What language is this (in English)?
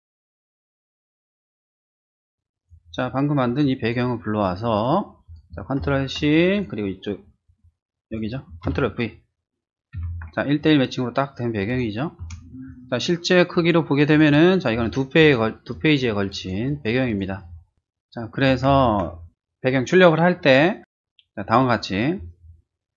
Korean